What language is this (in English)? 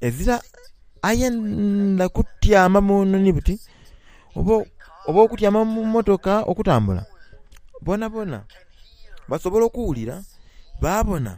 Soga